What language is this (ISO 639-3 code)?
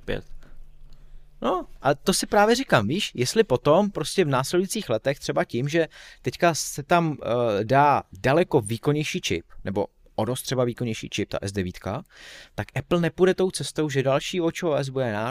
ces